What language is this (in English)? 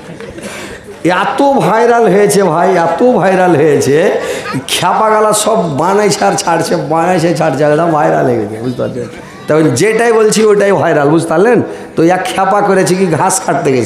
Bangla